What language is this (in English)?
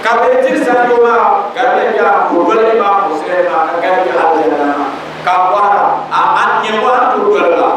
Dagbani